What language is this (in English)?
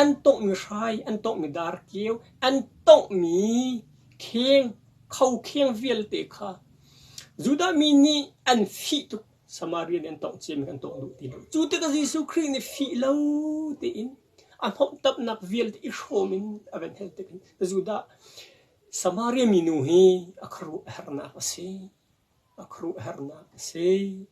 Hakha Chin